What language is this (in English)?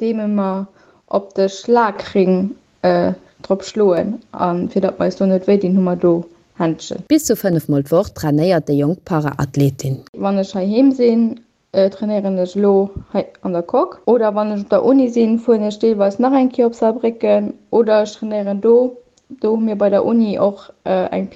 Luxembourgish